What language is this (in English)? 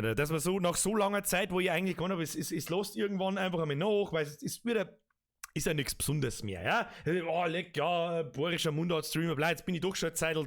Bavarian